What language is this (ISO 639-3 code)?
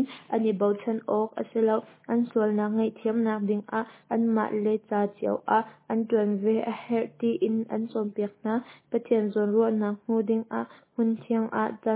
cnh